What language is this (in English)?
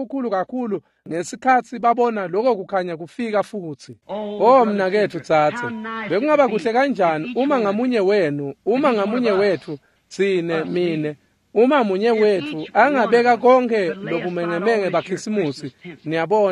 Swati